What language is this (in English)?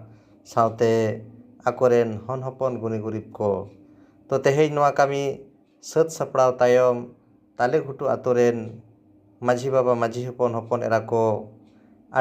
Santali